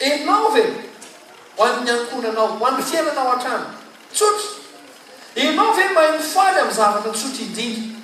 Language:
Malagasy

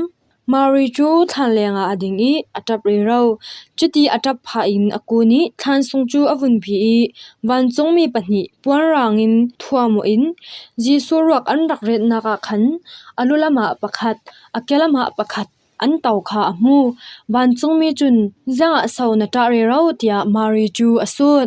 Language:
Falam Chin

